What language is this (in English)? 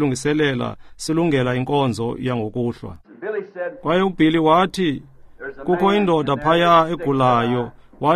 Xhosa